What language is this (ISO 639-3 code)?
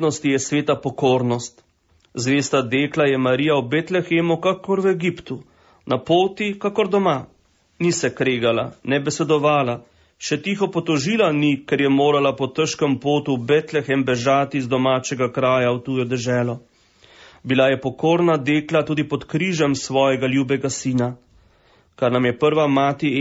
slv